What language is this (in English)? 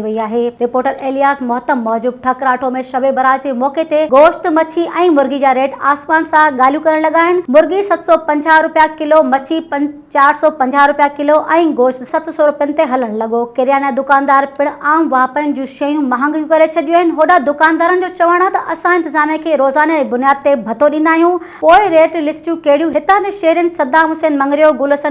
Sindhi